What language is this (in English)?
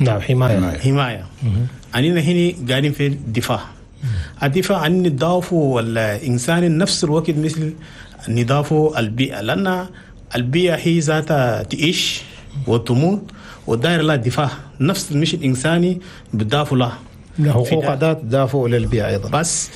Chadian Arabic